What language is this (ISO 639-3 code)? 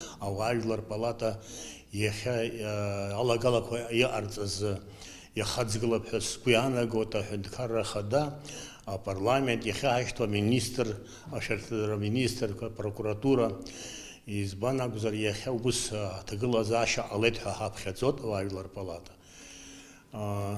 abk